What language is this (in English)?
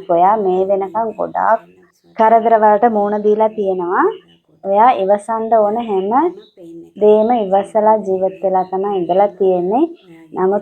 Sinhala